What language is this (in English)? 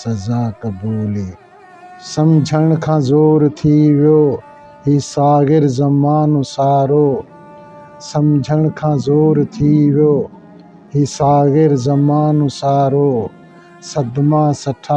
Sindhi